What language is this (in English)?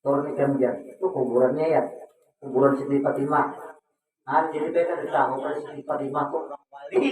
Banjar